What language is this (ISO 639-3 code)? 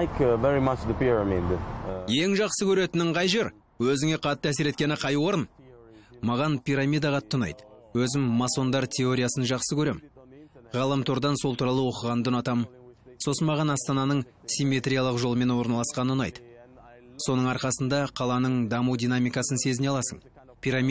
kaz